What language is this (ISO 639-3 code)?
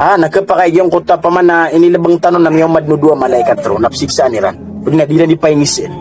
mrw